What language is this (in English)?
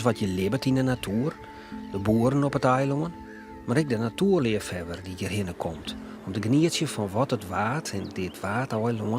Western Frisian